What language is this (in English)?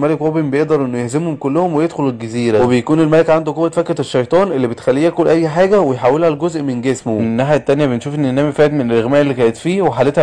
Egyptian Arabic